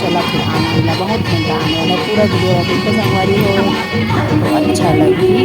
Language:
Chhattisgarhi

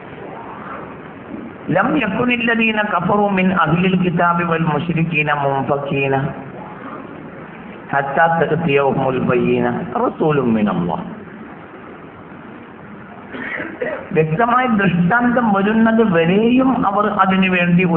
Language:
Malayalam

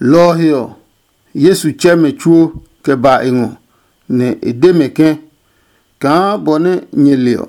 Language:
Adangme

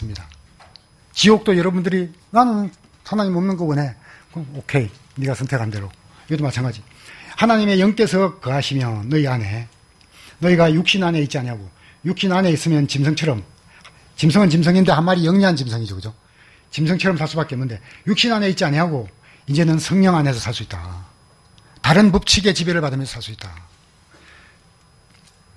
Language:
Korean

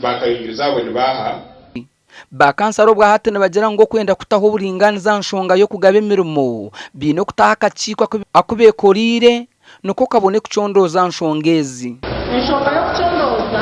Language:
Nyankole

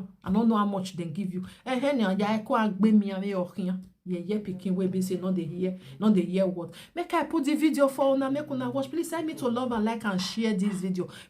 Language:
Nigerian Pidgin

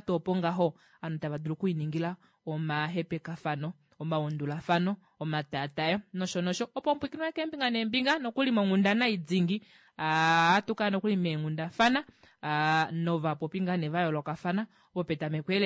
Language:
Kuanyama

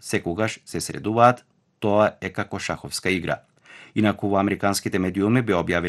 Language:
Macedonian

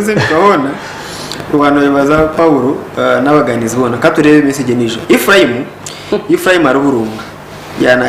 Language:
Nyankole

